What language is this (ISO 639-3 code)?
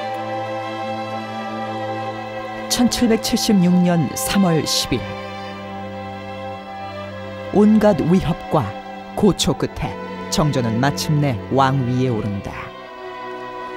kor